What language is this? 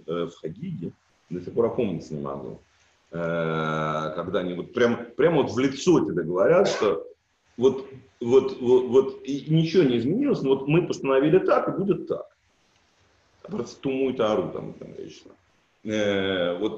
Russian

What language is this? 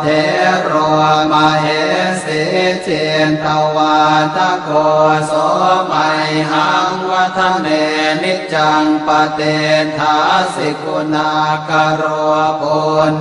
Pali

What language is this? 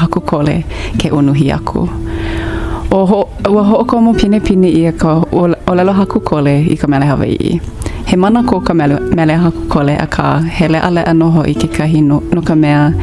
Hawaiian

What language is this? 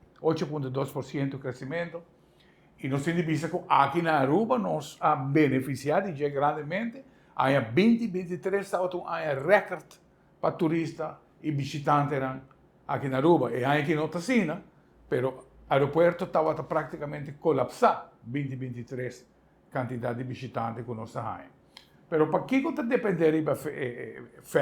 Papiamento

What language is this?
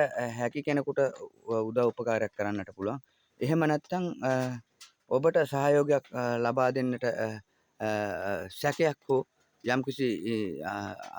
Sinhala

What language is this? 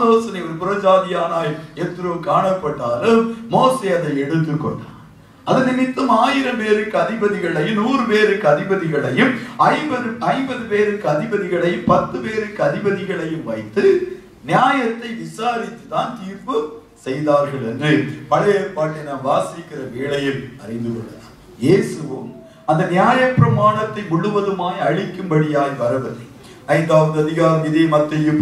Tamil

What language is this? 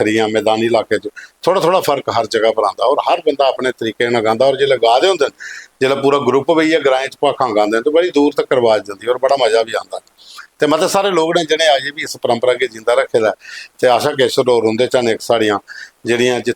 Dogri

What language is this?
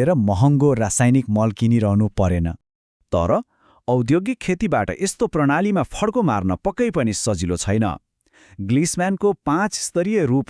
Nepali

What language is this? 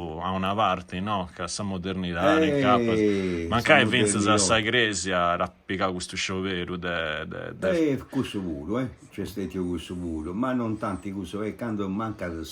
Sardinian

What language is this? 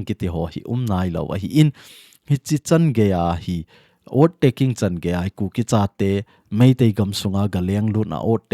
Thado Chin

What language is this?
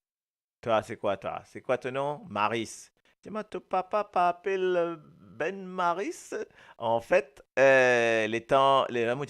Morisyen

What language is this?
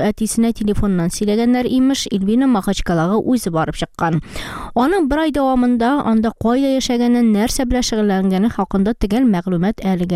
Tatar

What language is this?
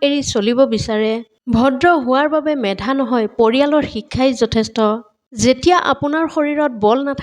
Assamese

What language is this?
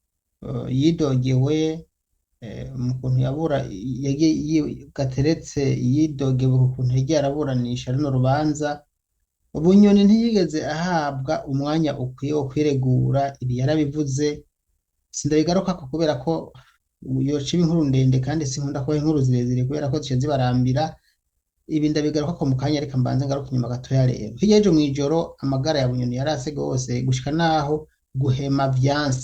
Rundi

